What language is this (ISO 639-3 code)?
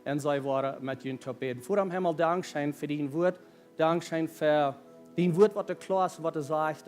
pdt